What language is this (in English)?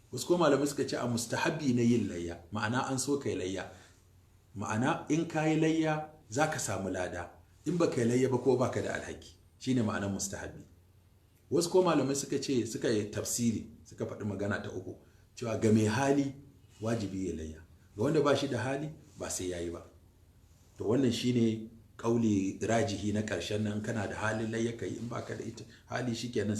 Hausa